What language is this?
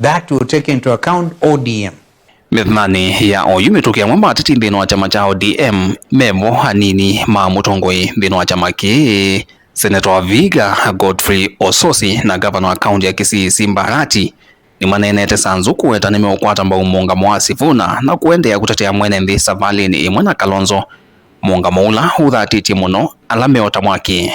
Kamba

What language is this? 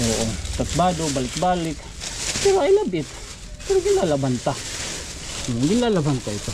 Waray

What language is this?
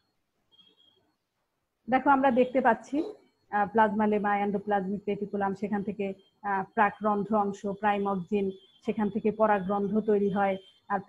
Bangla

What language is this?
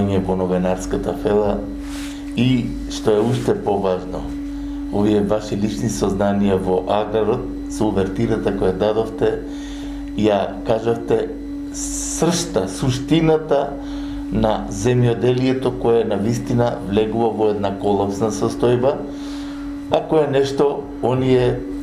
Macedonian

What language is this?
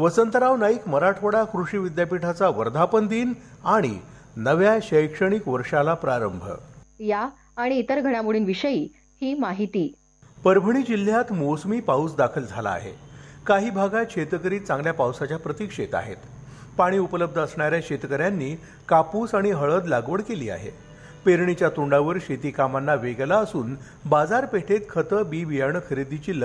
Marathi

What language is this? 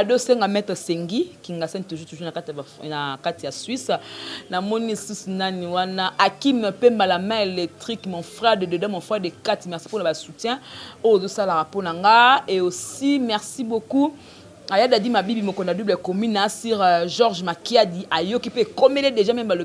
Lingala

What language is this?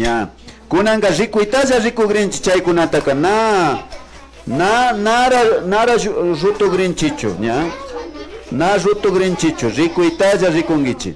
Imbabura Highland Quichua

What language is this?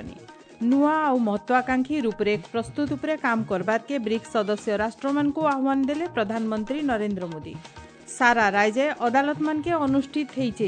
Odia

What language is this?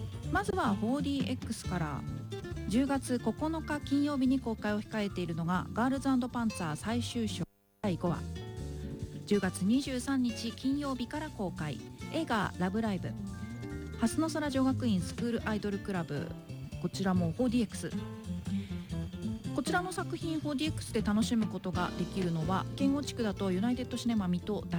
Japanese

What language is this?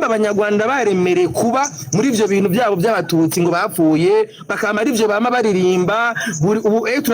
Rundi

